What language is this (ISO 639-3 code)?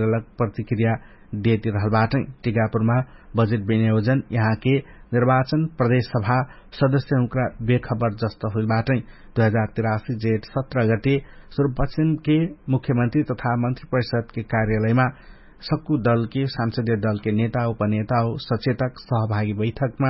thl